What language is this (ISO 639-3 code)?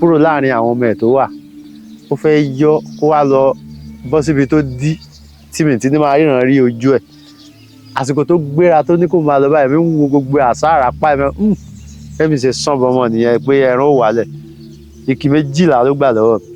yor